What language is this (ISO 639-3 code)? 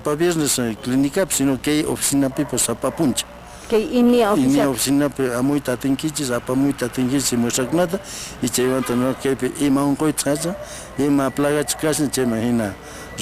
que